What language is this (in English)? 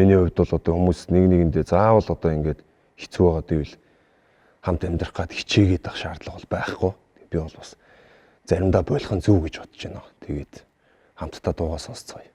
Mongolian